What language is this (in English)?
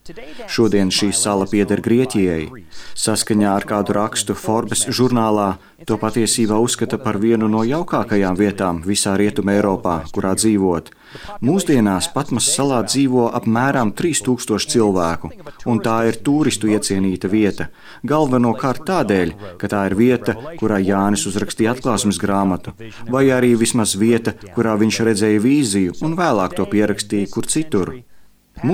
Latvian